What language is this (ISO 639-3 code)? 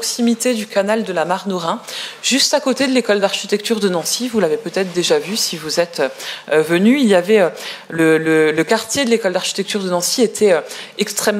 fra